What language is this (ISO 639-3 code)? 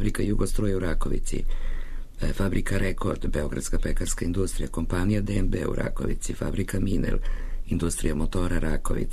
srp